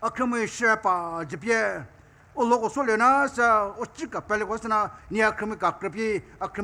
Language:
Poumei Naga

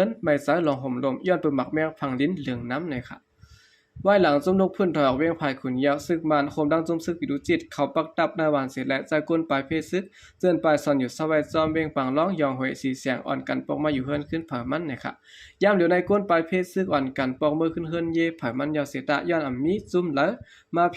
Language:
Shan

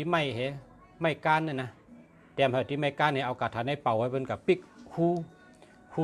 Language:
Shan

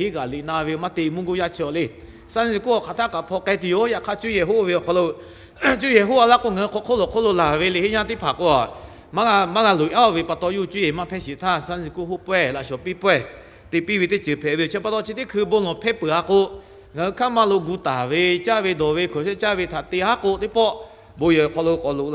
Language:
Lahu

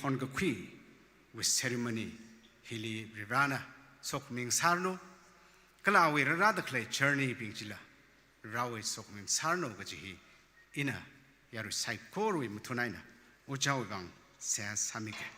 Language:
Tangkhul Naga (India)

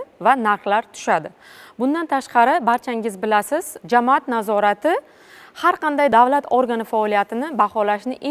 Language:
Uzbek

